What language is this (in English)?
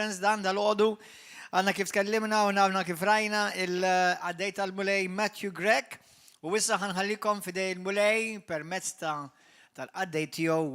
Maltese